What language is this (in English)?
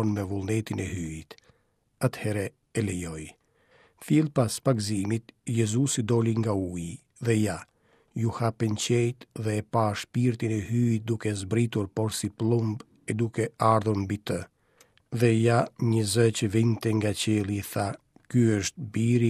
Albanian